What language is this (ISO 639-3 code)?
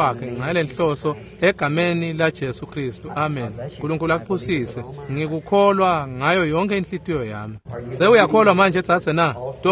ssw